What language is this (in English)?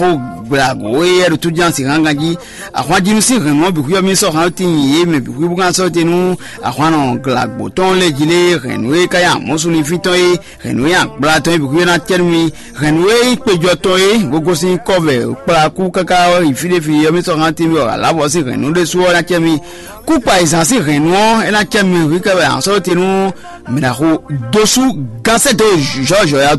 Fon